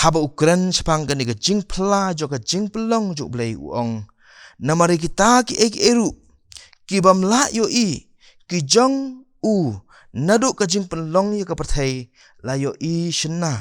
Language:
Khasi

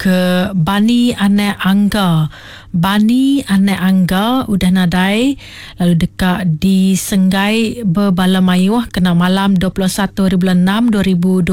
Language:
Iban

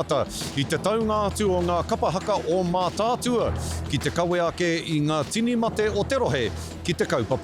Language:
Māori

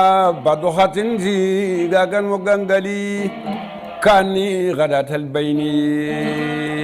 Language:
Fula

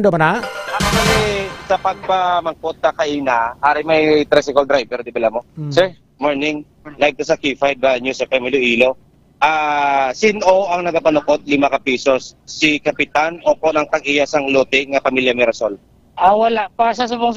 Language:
Hiligaynon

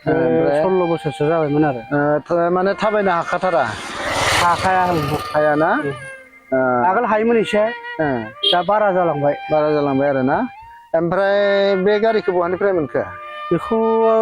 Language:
Bodo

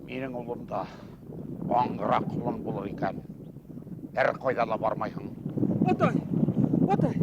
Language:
Bashkir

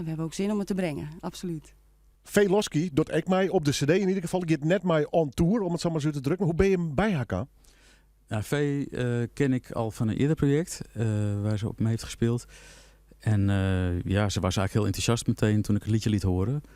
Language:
Western Frisian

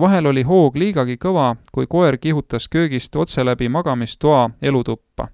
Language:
Estonian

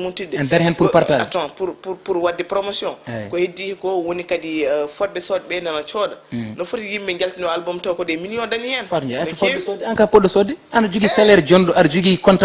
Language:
Fula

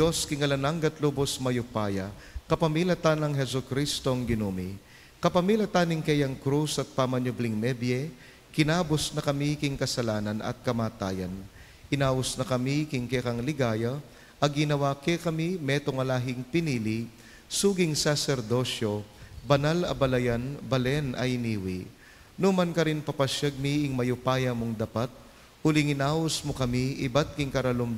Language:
Pampanga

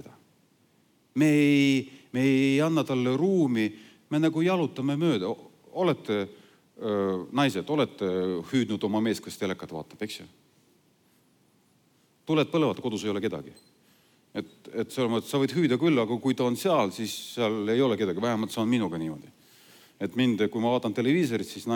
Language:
Estonian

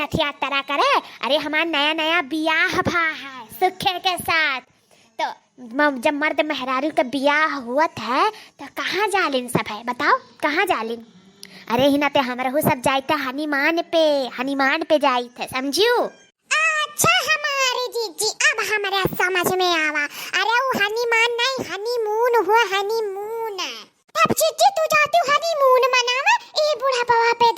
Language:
Awadhi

